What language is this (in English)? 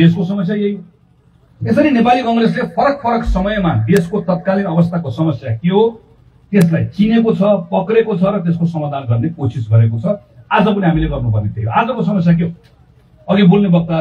Nepali